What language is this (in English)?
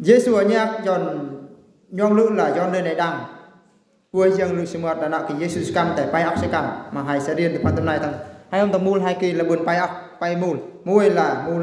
Eastern Bru